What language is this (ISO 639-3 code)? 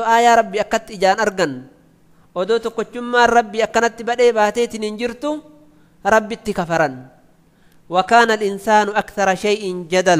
orm